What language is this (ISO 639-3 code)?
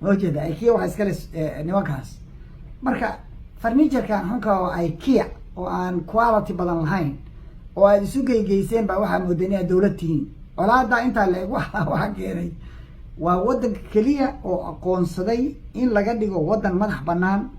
som